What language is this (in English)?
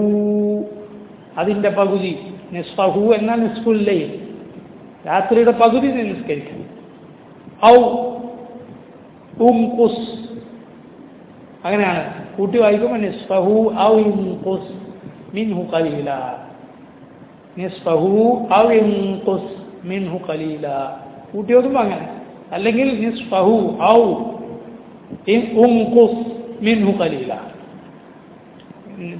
Malayalam